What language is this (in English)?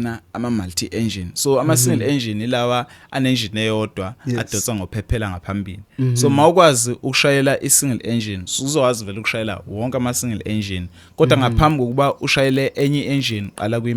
Zulu